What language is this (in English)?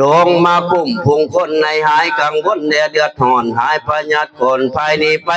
Northeastern Thai